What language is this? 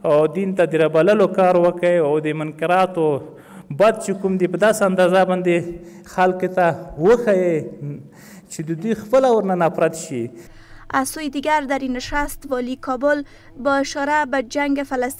Pashto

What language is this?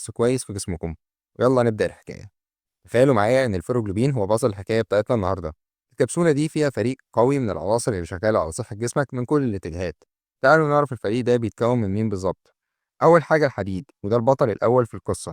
Egyptian Arabic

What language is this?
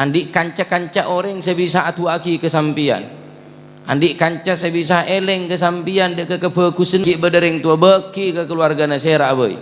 Madurese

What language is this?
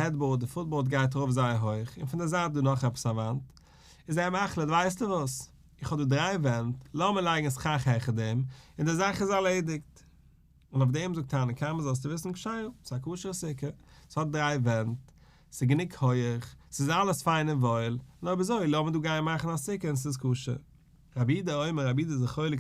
Yiddish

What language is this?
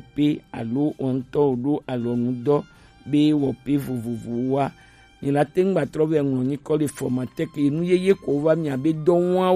Gen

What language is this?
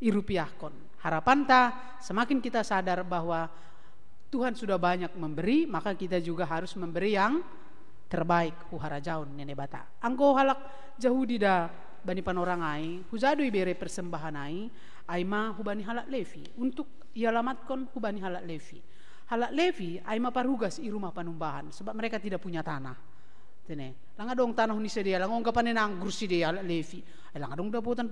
Batak Simalungun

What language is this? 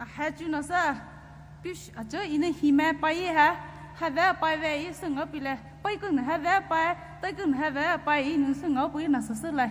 Poumei Naga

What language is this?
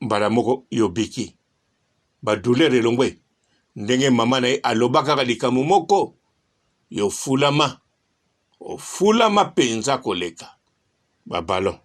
Lingala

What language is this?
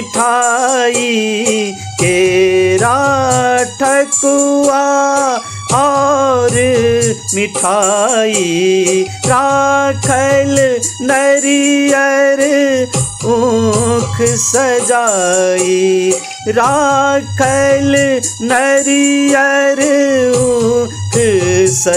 Bhojpuri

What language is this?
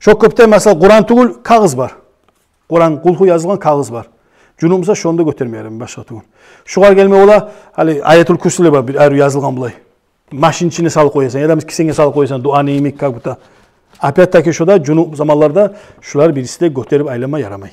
Kumyk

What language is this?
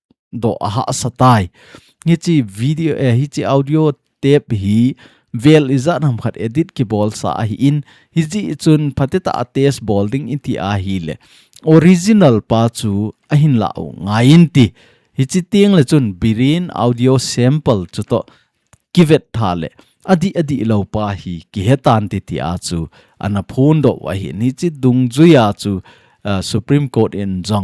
Thado Chin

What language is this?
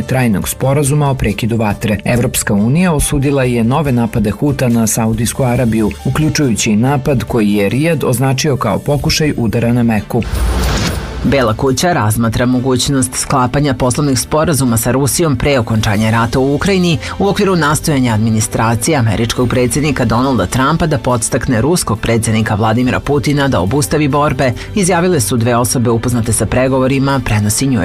Serbian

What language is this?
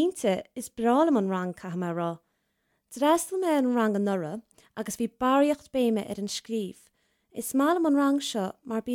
Irish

